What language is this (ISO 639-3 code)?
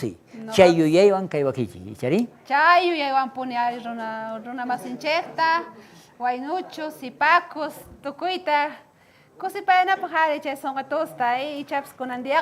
quh